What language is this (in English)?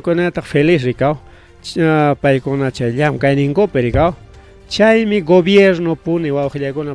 Ayacucho Quechua